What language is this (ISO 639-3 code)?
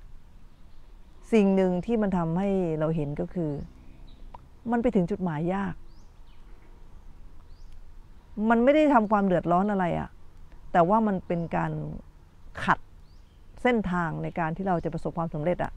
tha